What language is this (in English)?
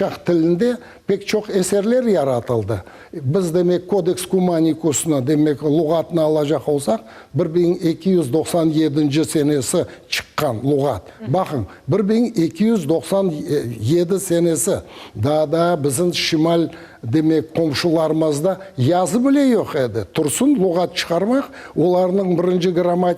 Crimean Tatar